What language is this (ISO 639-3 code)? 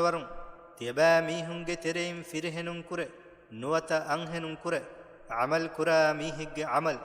div